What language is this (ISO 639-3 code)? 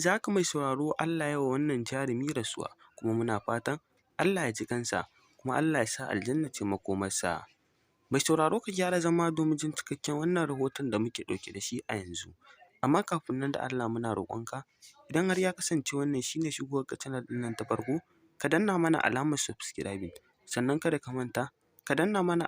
hau